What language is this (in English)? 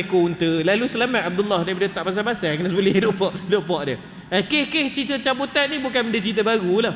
Malay